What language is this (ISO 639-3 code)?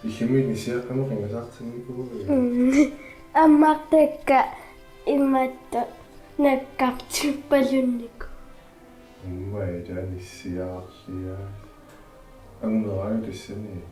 kal